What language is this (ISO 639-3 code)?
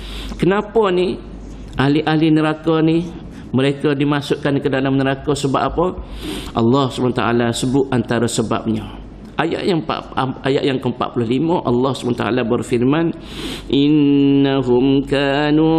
msa